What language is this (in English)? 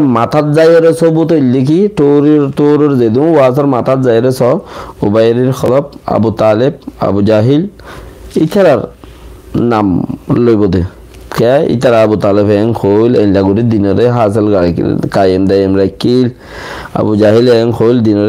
Rohingya